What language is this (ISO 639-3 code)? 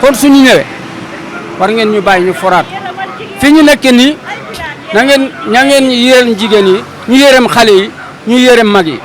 wol